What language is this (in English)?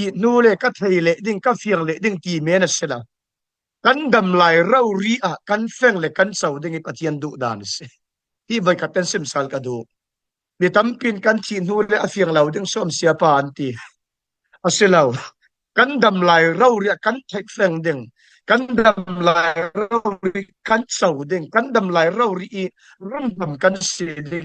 Falam Chin